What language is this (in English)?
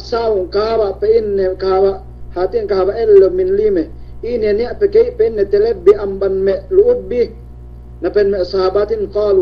Yakan